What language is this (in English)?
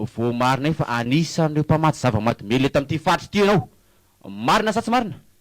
Malagasy